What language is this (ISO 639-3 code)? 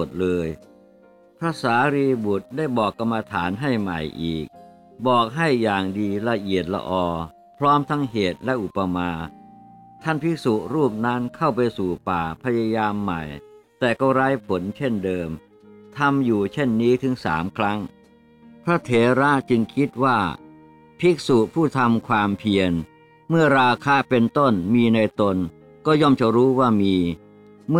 tha